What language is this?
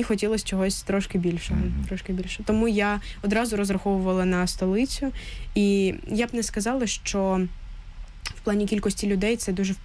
Ukrainian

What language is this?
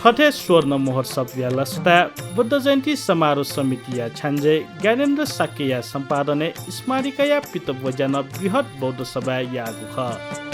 Newari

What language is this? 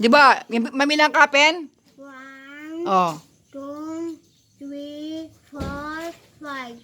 Pampanga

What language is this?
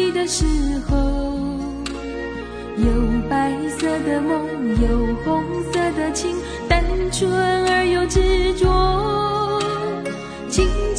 Chinese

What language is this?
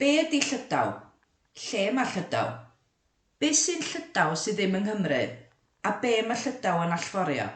Welsh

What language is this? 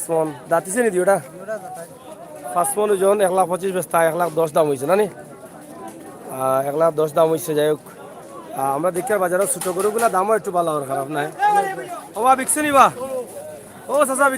Sylheti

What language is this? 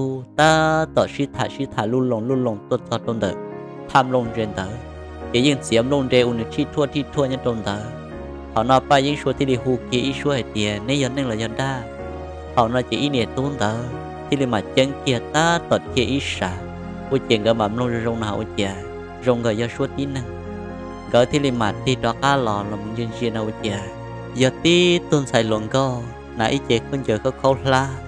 Hmong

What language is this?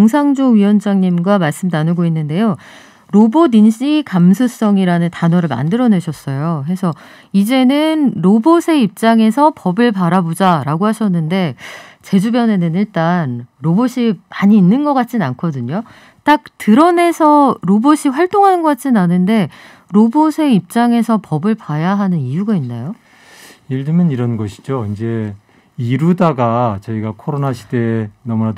Korean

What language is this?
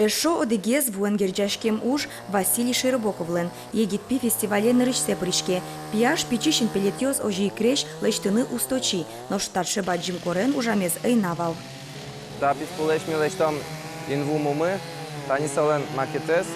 Udmurt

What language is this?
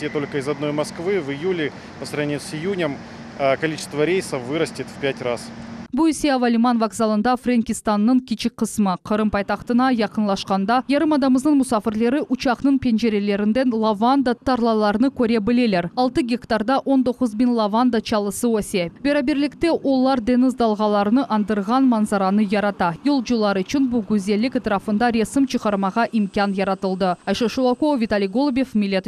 Crimean Tatar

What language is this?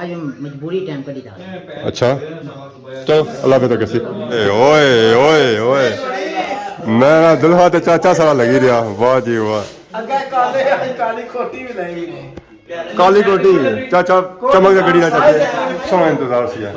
Pahari-Potwari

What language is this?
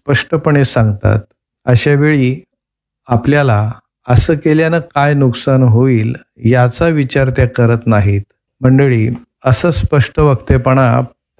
Marathi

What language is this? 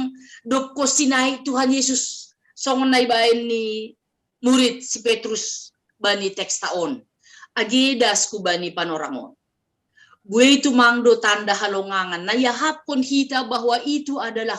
Batak Simalungun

